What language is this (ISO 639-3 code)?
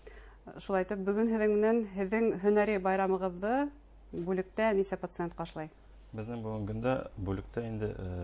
bak